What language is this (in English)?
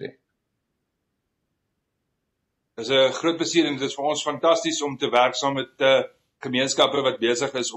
Afrikaans